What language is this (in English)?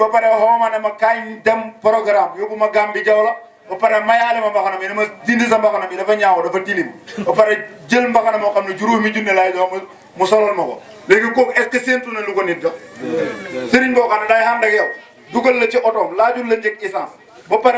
Wolof